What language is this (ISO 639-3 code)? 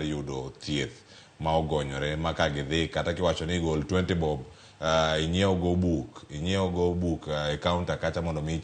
luo